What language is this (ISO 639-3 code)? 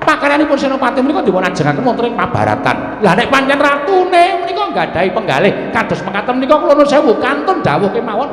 jav